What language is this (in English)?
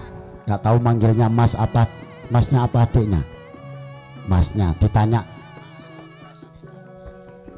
Indonesian